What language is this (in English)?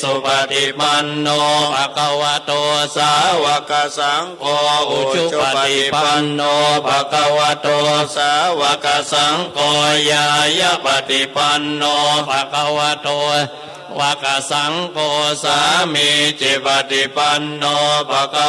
Pali